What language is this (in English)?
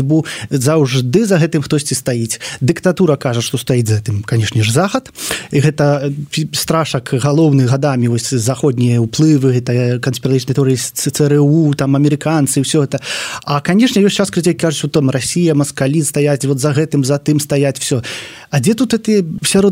Belarusian